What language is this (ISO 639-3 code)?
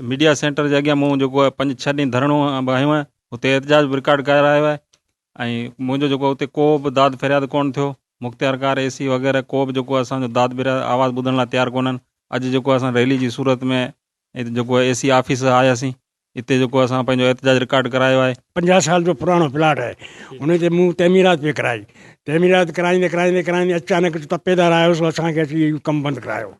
snd